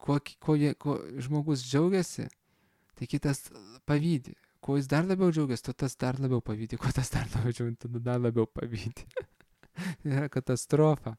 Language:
Lithuanian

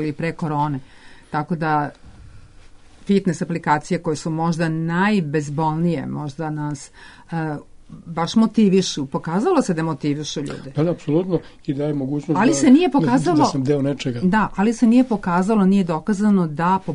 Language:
Serbian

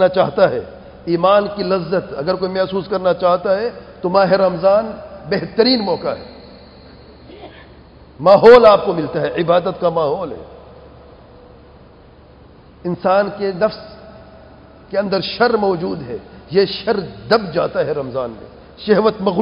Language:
Urdu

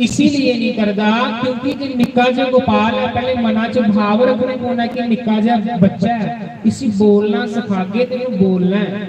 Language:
Dogri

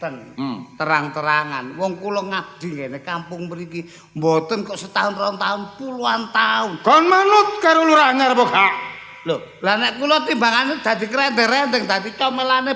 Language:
Javanese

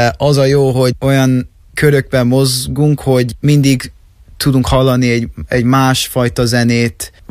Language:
Hungarian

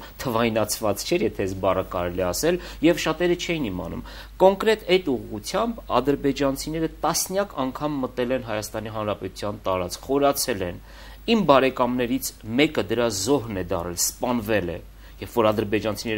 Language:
Armenian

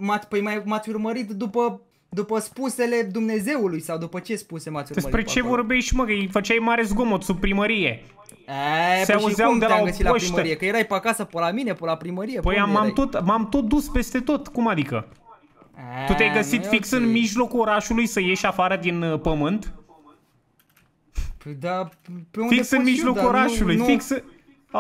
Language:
Romanian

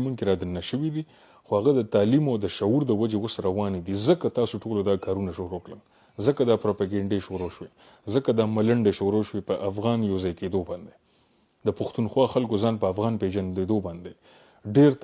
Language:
Pashto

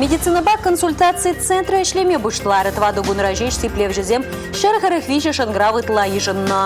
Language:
Chuvash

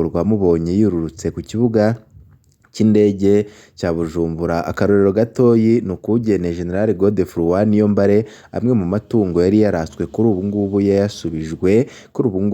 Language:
Rundi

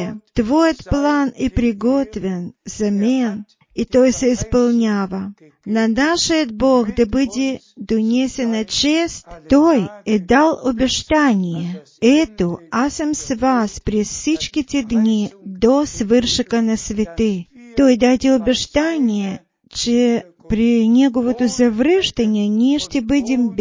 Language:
Bulgarian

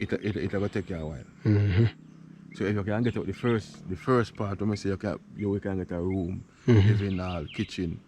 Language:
Jamaican Creole English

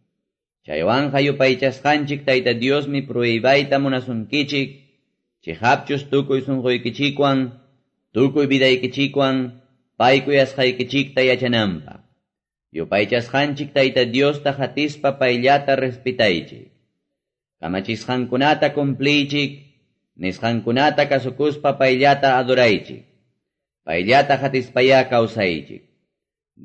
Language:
Quechua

